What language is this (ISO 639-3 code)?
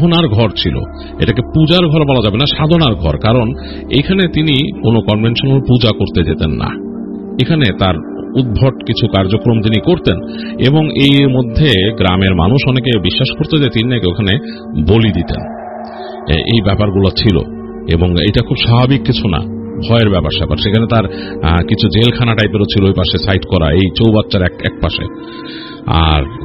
ben